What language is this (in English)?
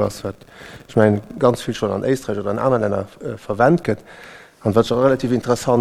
Luxembourgish